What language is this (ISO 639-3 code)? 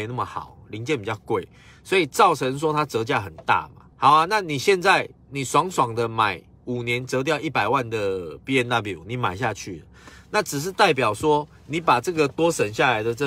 zho